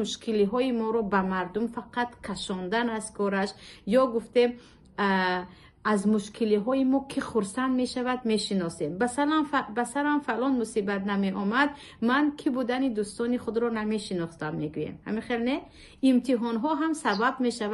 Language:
Tajik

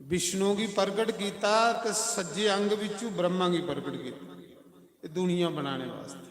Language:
Dogri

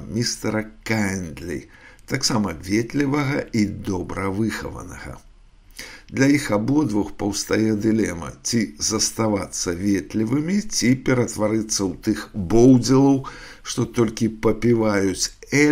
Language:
Belarusian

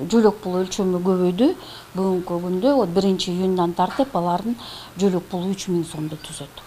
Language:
Kyrgyz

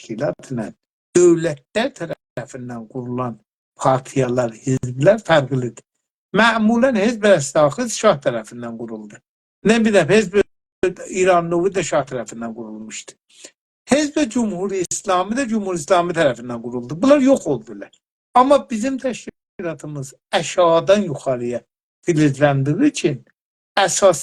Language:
South Azerbaijani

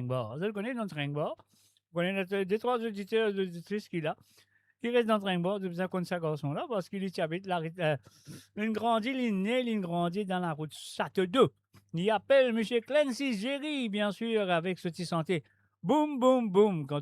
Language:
Morisyen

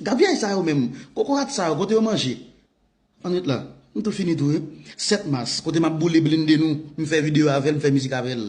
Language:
Haitian Creole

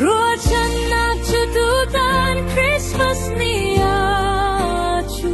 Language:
Falam Chin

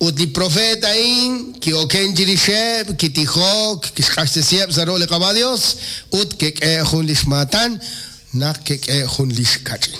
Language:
Kekchí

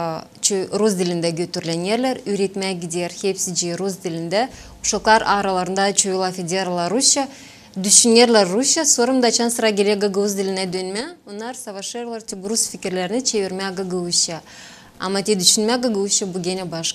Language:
Gagauz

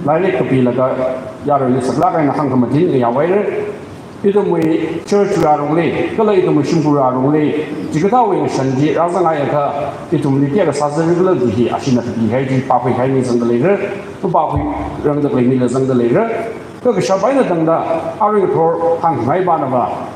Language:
Tangkhul Naga (India)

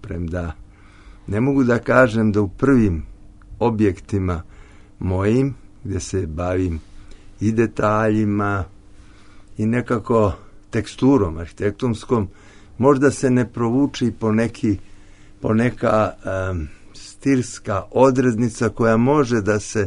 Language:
Serbian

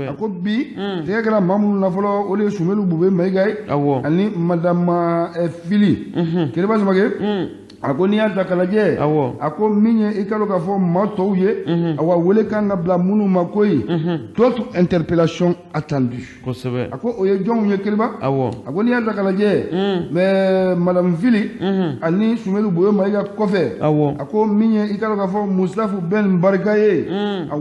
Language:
Bambara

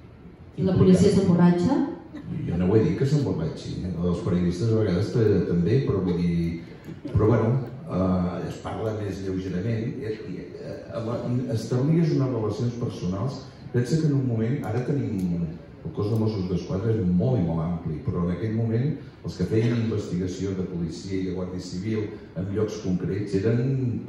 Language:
Catalan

